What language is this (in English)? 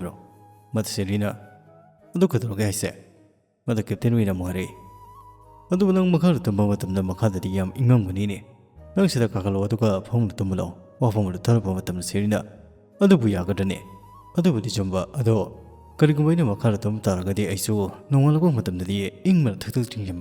Manipuri